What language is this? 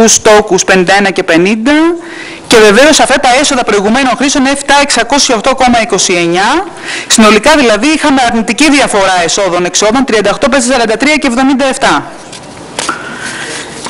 Greek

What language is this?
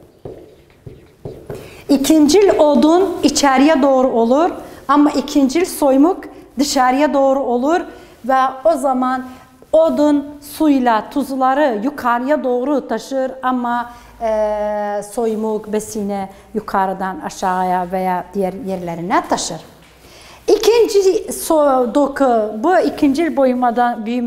Turkish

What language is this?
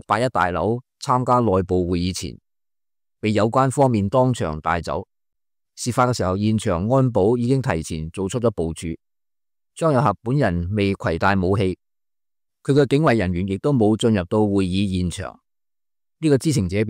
Cantonese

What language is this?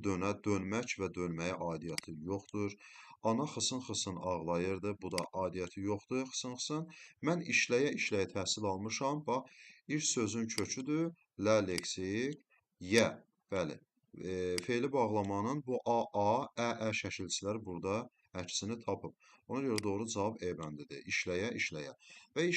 Azerbaijani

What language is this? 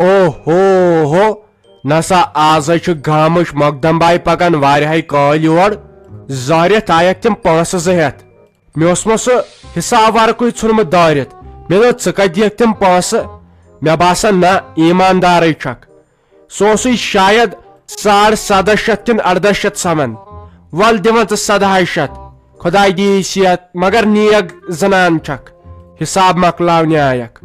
Kashmiri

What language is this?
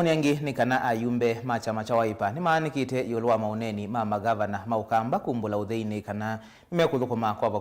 Kamba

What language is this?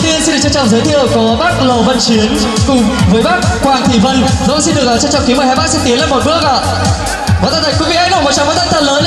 Vietnamese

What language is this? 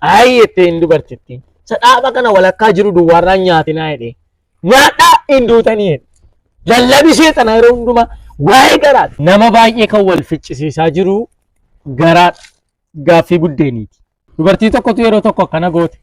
Oromo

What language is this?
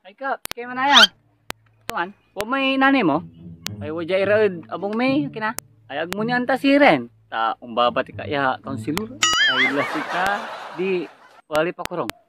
Pangasinan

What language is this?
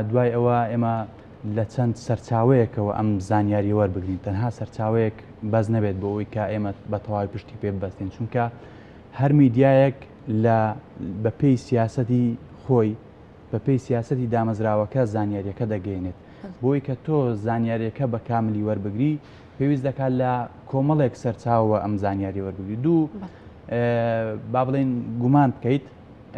Central Kurdish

